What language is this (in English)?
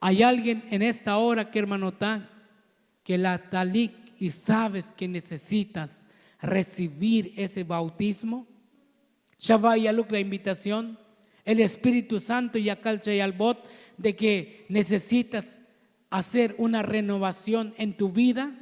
Tzotzil